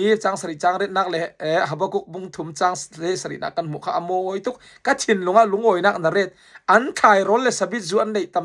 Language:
Falam Chin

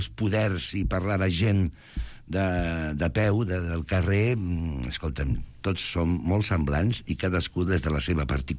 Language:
Catalan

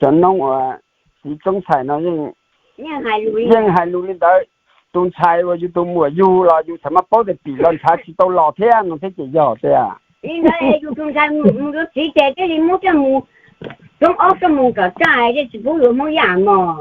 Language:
Hmong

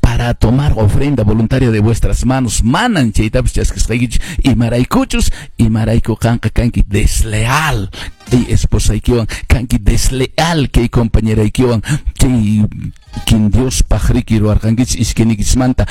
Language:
Quechua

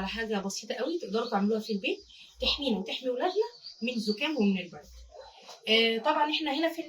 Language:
Egyptian Arabic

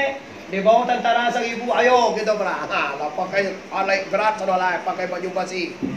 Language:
Minangkabau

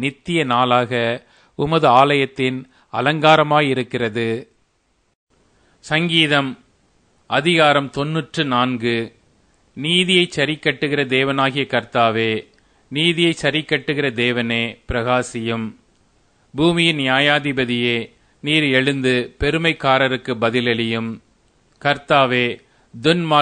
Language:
Tamil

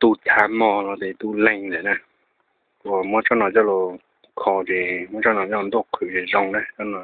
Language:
Hmong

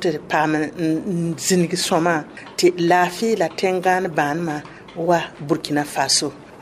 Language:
Mossi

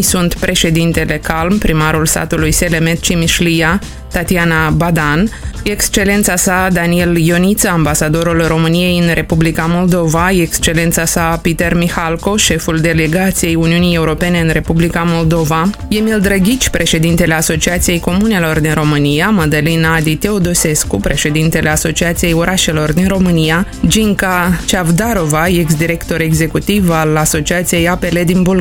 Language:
Romanian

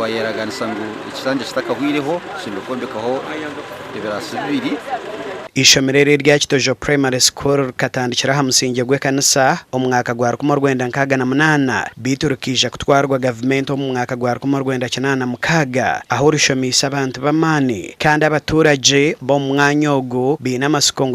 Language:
Nyankole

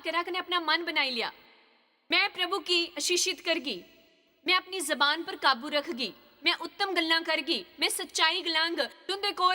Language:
Dogri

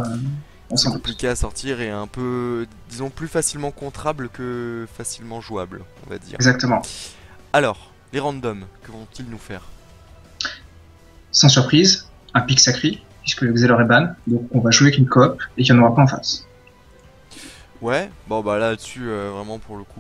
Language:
French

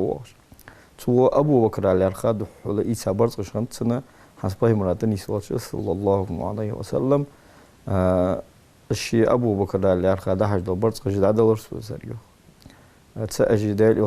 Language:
Ingush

